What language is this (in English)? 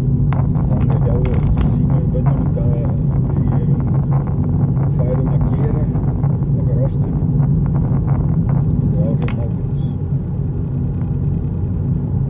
Icelandic